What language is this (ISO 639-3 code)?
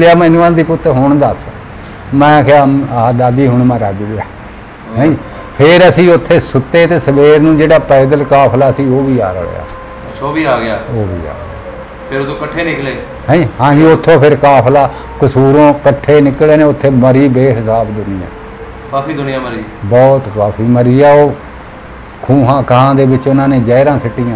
pan